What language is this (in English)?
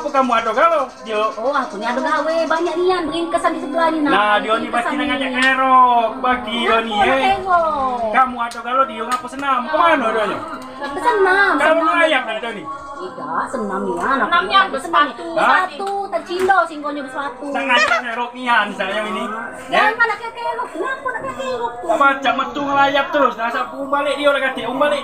Musi